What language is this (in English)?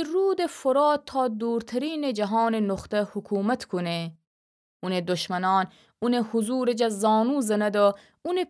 Gilaki